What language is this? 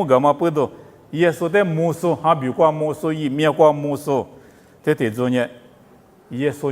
Lisu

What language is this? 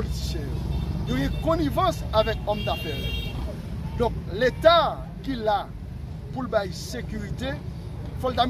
Haitian Creole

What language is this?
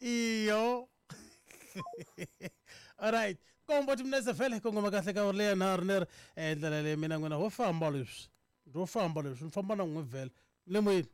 Tsonga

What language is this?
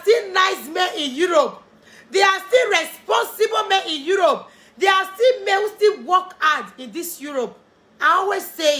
Nigerian Pidgin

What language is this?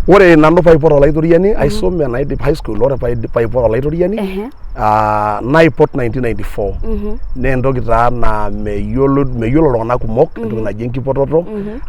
Masai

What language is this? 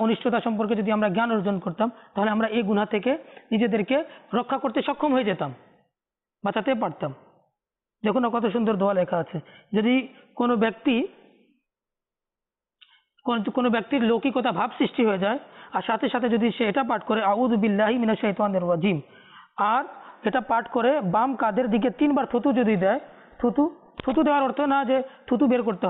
Bangla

